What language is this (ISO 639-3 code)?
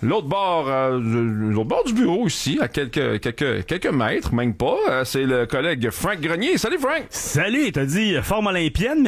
fra